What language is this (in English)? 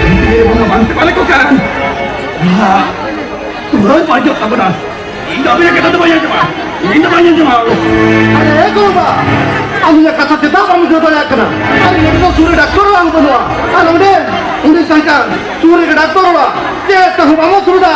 Santali